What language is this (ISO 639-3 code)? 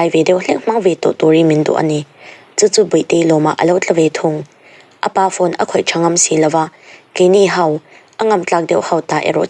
lus